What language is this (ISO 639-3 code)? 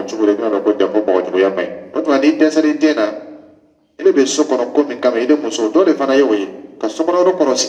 dyu